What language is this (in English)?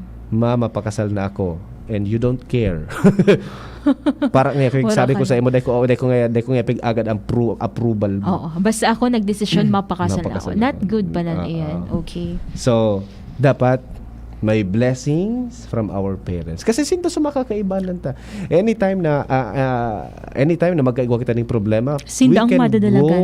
Bikol